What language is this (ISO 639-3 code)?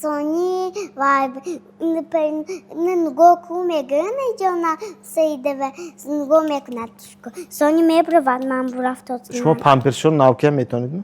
tgk